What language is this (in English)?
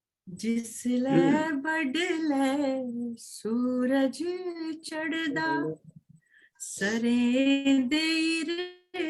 Dogri